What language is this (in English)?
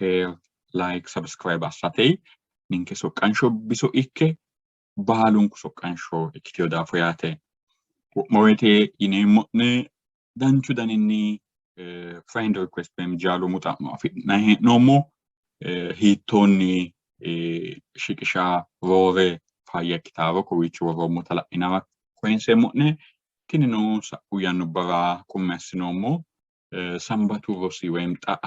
Sidamo